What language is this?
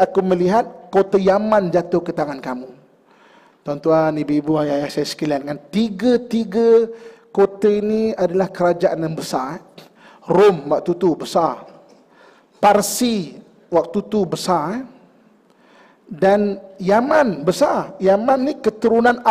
Malay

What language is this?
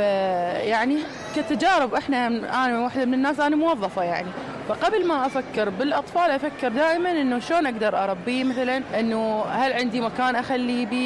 Mesopotamian Arabic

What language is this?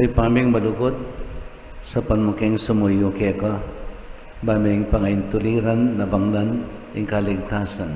Pampanga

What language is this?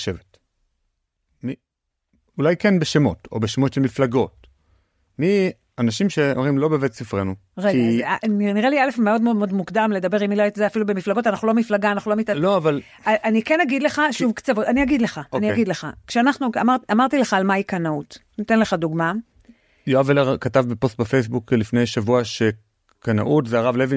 Hebrew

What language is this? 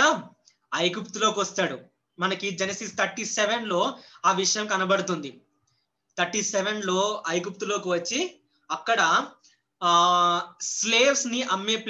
Telugu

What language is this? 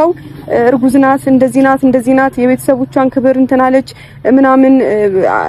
Amharic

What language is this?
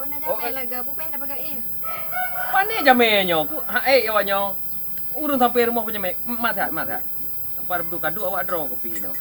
Achinese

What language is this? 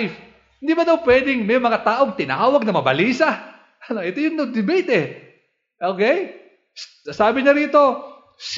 Filipino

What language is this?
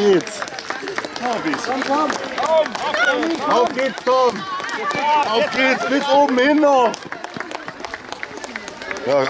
German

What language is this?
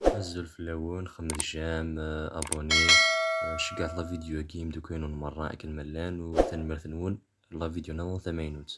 Kabyle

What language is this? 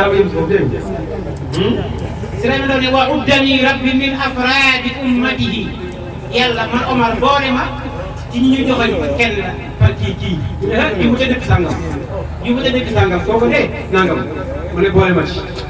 Wolof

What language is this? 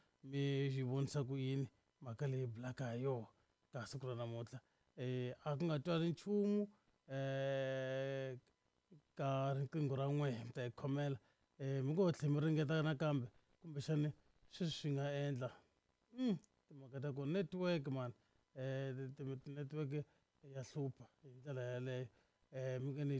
Tsonga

